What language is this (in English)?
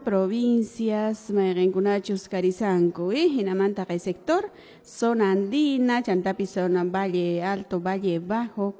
Quechua